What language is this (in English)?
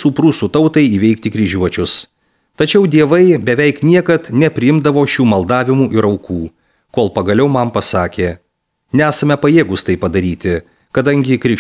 Lithuanian